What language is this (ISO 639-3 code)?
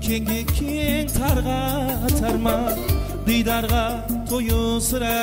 kaa